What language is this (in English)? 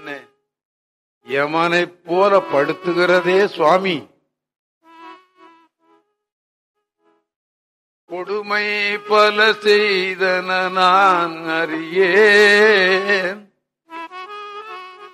Tamil